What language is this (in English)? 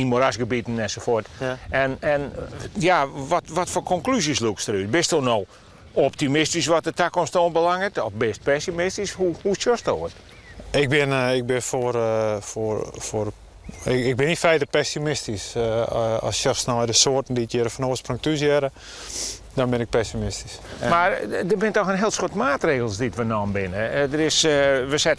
Western Frisian